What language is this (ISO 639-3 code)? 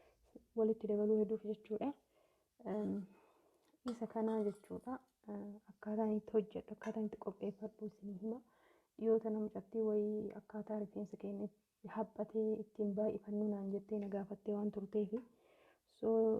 orm